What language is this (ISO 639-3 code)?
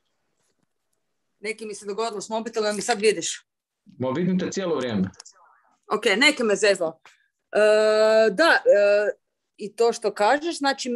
hrv